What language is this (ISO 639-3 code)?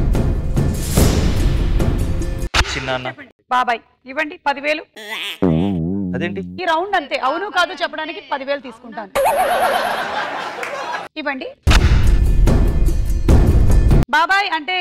tel